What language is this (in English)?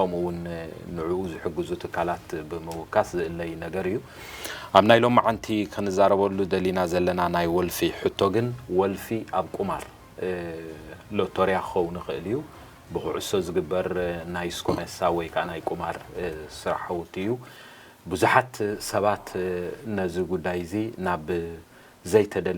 Tigrinya